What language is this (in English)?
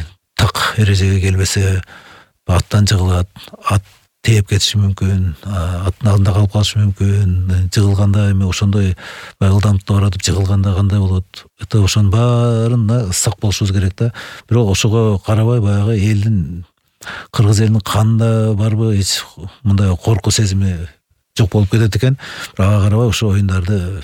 Kyrgyz